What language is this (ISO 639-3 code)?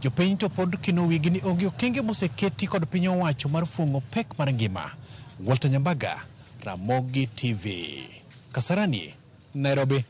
luo